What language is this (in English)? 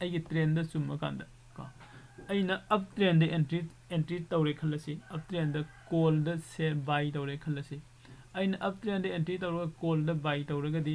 Manipuri